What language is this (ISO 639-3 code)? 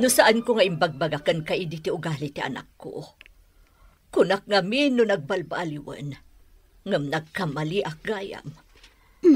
ilo